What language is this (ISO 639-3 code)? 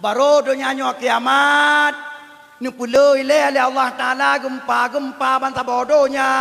ace